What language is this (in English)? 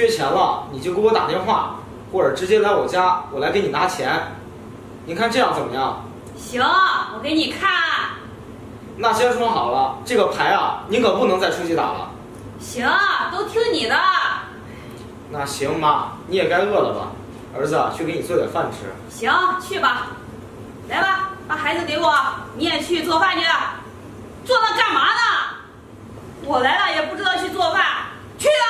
Chinese